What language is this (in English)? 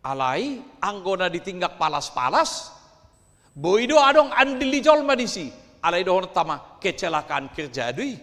Batak Toba